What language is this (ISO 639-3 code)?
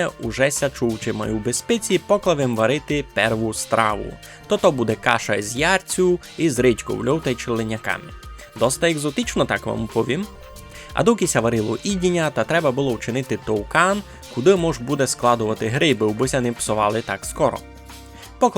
rue